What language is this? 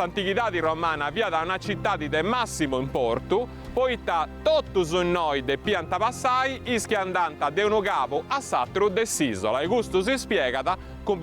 Sardinian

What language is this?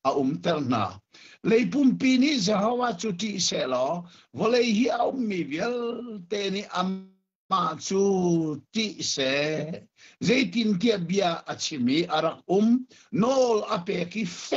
Hakha Chin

